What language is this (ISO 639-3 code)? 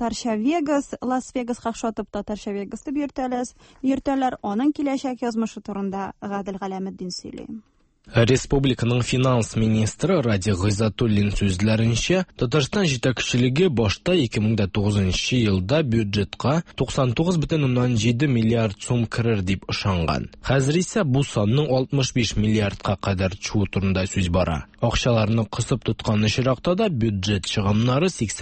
tat